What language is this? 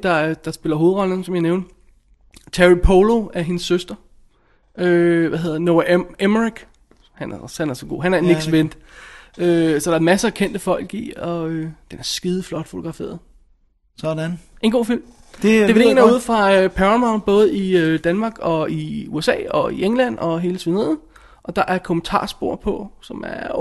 Danish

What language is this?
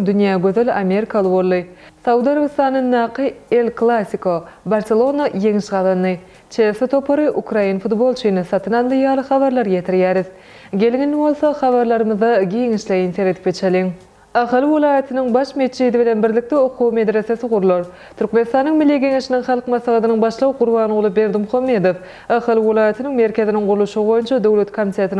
Turkmen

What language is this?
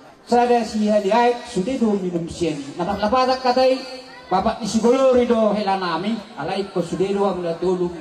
Batak Toba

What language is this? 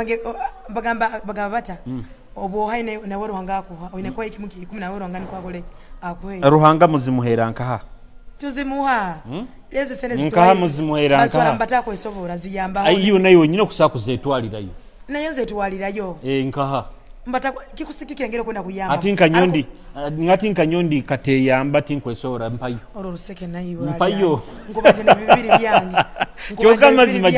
Nyoro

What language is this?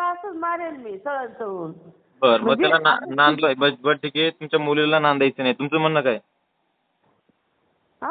Marathi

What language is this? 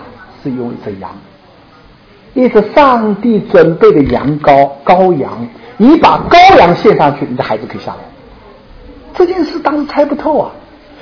Chinese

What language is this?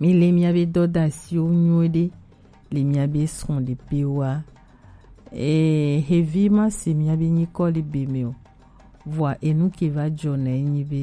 Gen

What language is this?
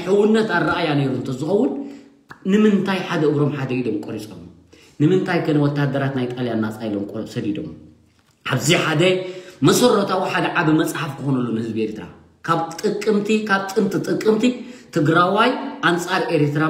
Tigrinya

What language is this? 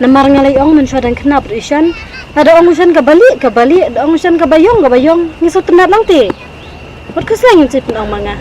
Khasi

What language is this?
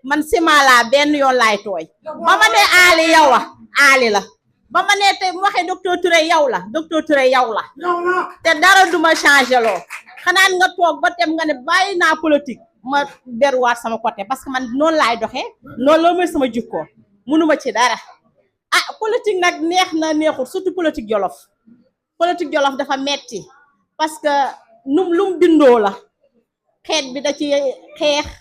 Wolof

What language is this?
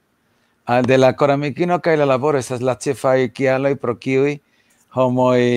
Esperanto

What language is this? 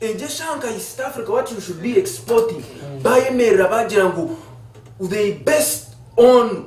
Nyankole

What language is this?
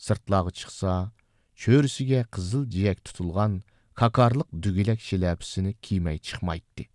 Uyghur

